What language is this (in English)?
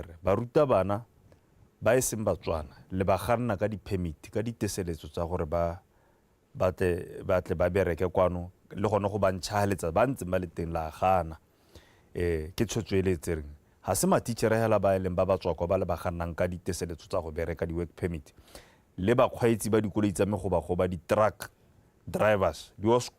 Tswana